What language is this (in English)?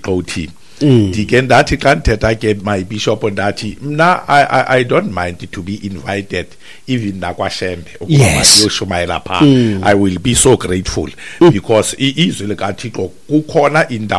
Xhosa